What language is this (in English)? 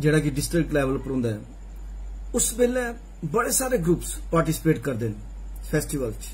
Dogri